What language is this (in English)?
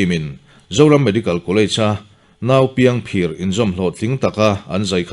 Mizo